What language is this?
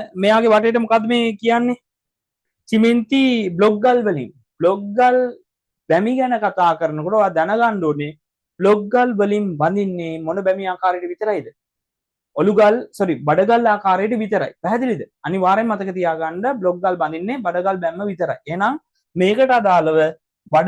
Sinhala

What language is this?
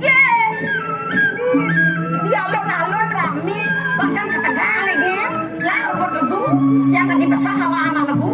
Balinese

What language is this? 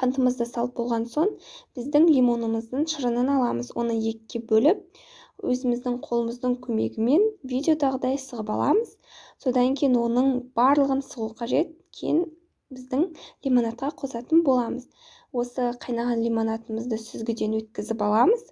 Kazakh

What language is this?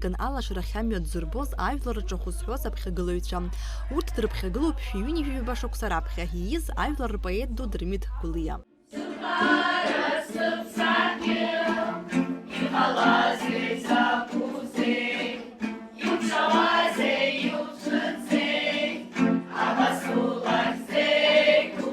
Abkhazian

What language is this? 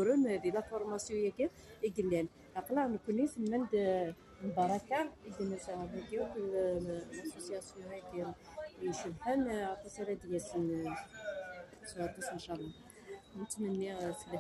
Kabyle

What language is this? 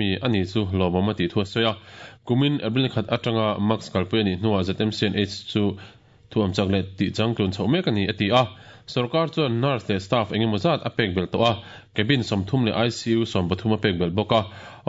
Mizo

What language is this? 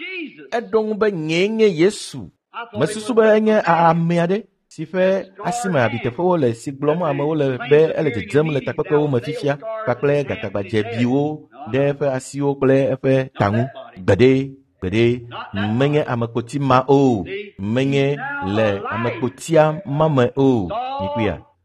Ewe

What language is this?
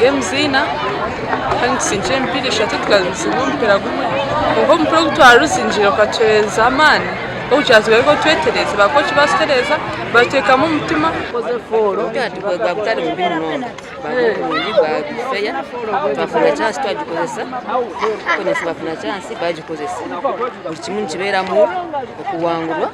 Nyankole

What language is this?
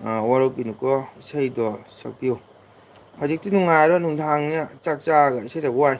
Manipuri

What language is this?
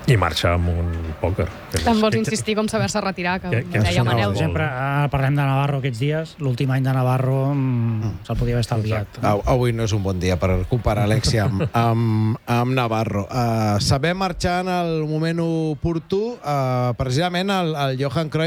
Catalan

